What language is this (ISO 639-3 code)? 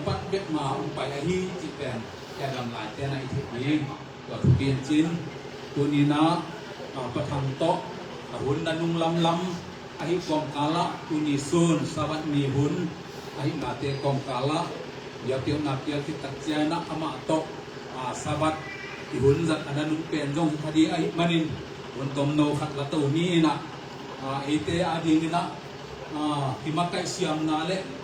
ctd